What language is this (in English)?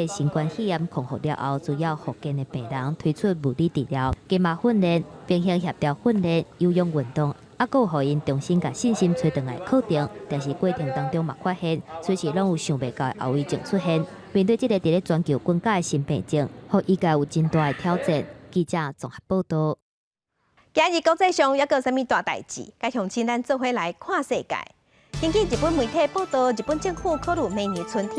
Min Nan Chinese